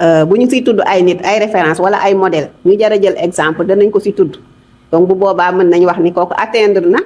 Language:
Wolof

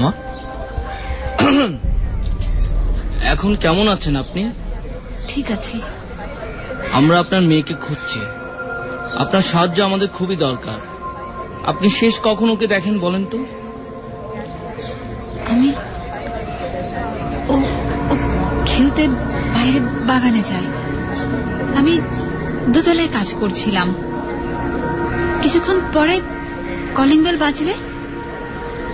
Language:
Bangla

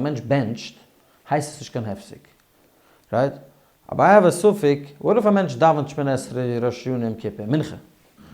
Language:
Yiddish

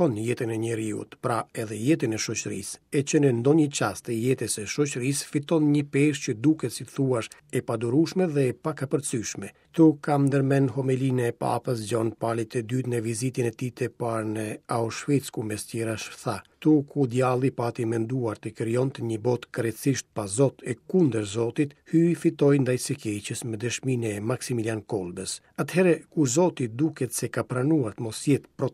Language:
Albanian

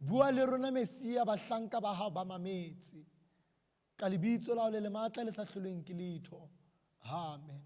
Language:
Southern Sotho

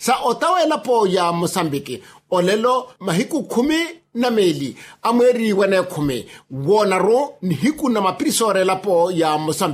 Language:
Makhuwa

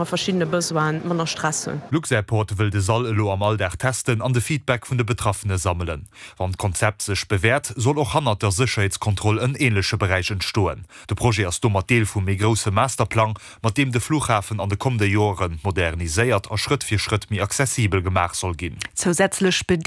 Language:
Luxembourgish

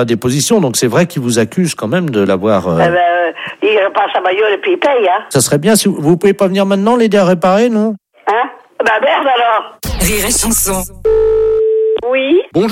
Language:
French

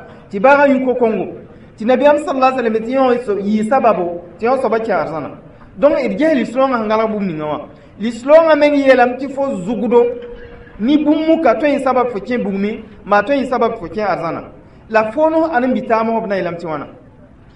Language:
Mossi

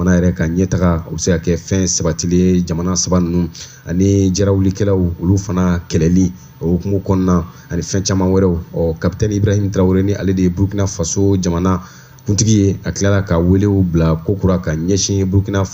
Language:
Bambara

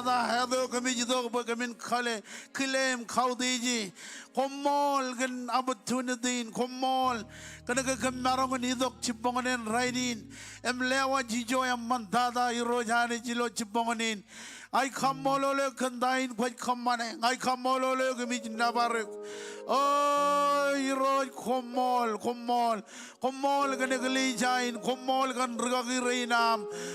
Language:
Marshallese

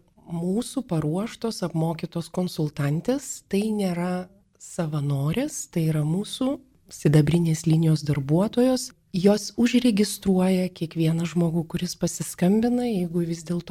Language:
Lithuanian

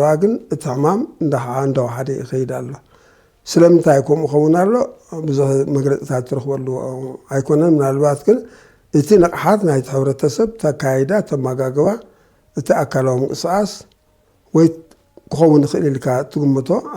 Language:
Tigrinya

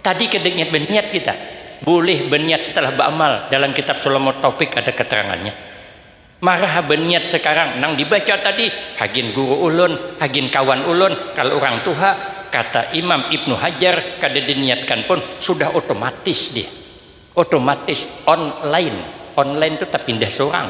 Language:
Banjar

